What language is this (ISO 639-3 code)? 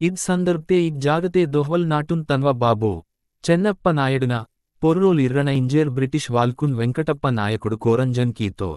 gon